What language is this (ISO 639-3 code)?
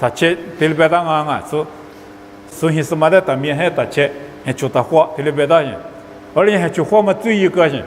lis